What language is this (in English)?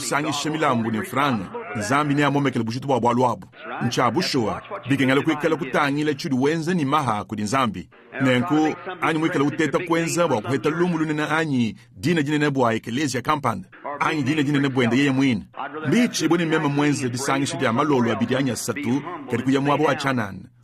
Luba-Lulua